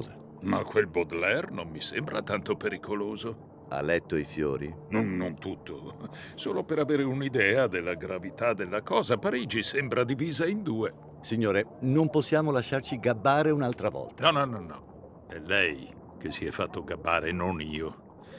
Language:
Italian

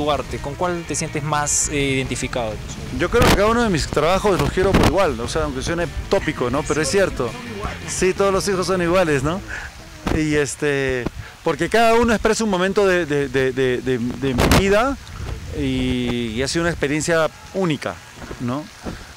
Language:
Spanish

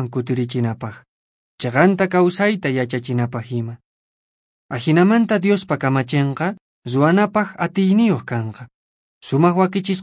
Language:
Quechua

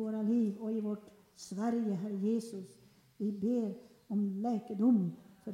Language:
Swedish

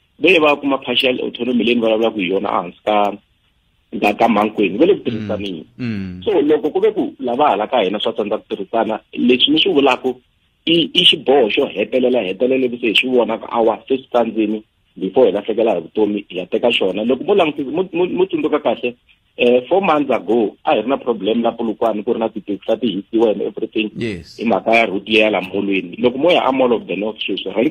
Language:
Tsonga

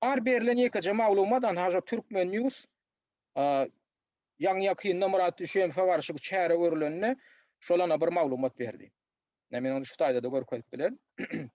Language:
Turkmen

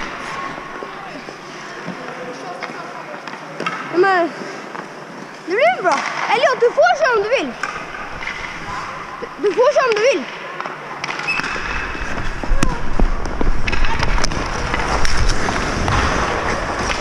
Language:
Swedish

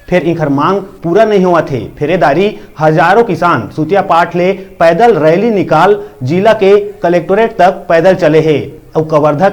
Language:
Chhattisgarhi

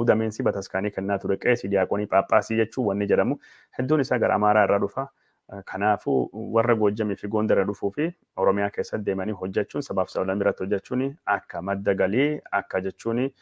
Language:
Oromo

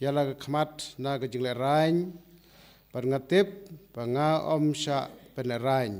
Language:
Khasi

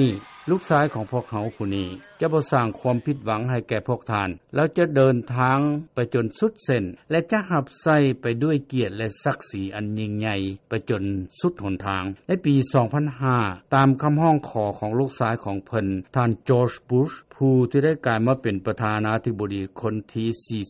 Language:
Lao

